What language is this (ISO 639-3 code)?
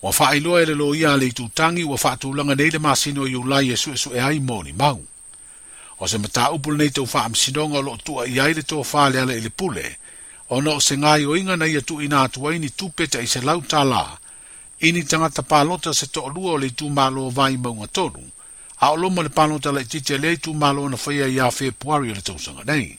smo